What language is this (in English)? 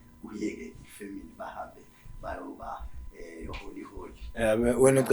Zulu